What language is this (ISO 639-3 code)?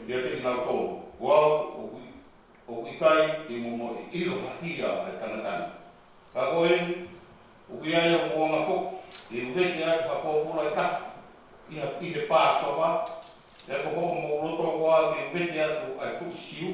ton